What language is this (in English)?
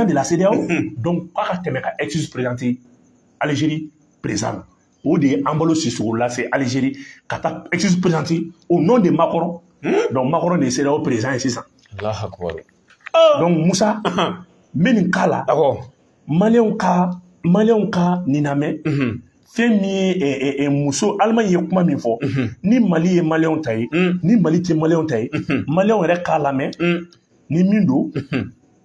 Bambara